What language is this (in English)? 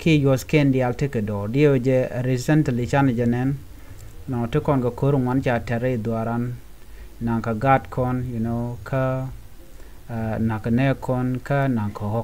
Nuer